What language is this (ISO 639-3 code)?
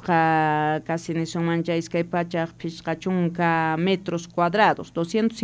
quh